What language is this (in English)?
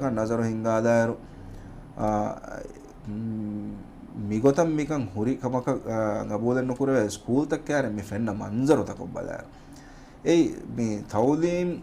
Divehi